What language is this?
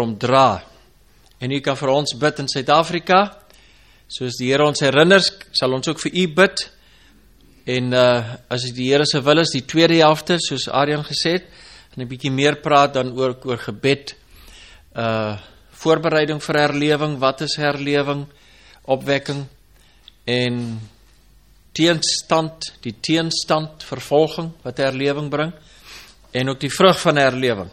Afrikaans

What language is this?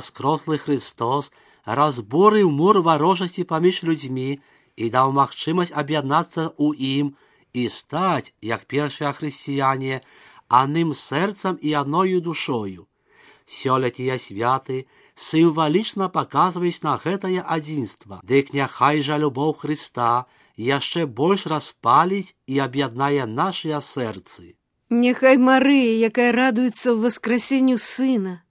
Belarusian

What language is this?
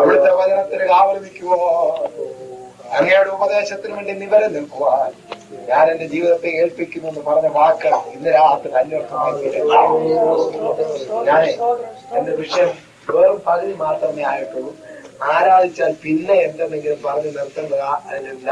Malayalam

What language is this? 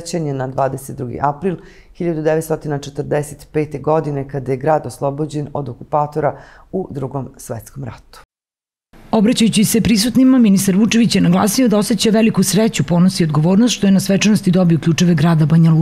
Serbian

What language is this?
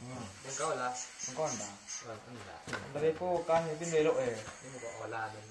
Minangkabau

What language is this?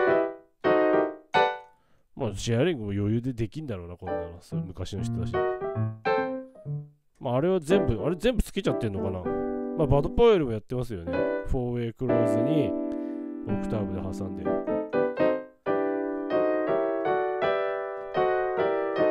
Japanese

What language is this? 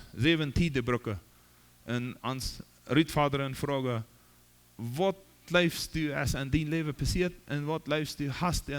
Plautdietsch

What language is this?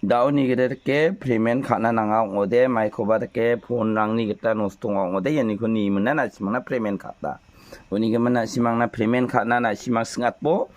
Garo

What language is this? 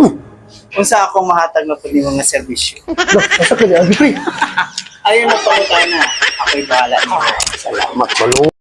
Cebuano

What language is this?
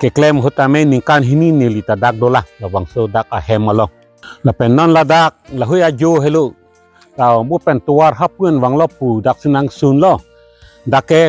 Karbi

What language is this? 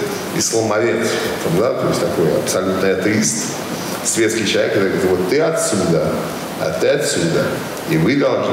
Russian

